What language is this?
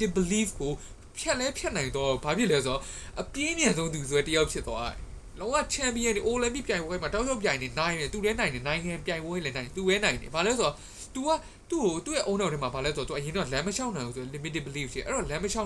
Burmese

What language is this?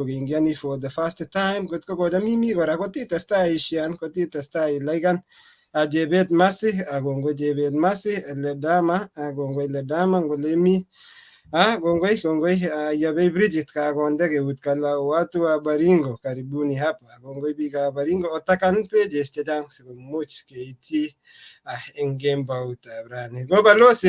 Kalenjin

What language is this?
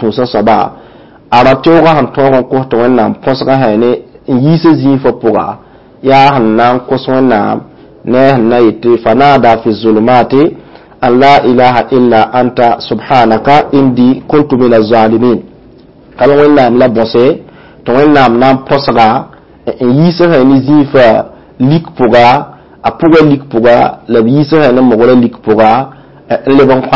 Mossi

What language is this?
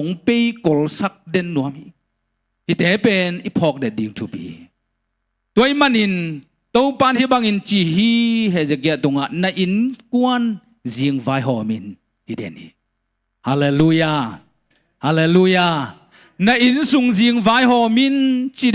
Tedim Chin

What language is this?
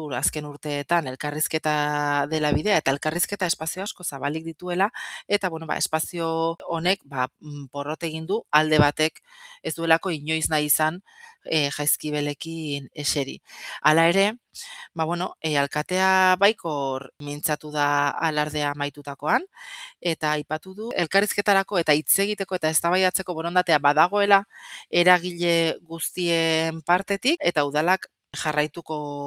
Basque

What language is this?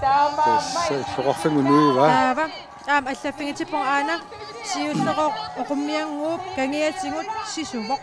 Kalaallisut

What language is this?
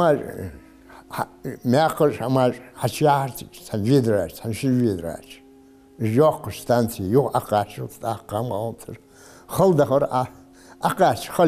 Ingush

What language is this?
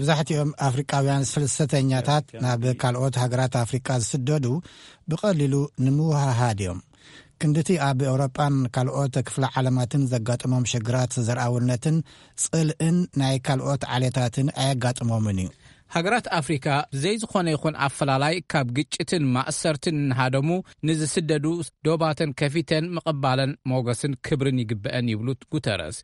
Tigrinya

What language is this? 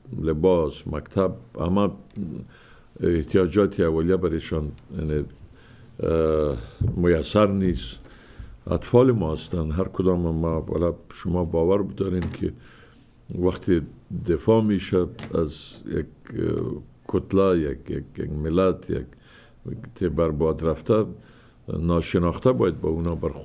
Persian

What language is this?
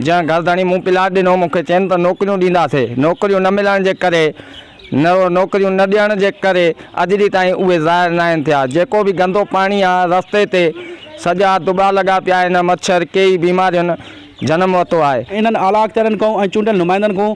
Sindhi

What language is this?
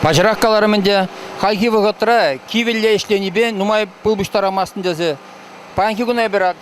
Chuvash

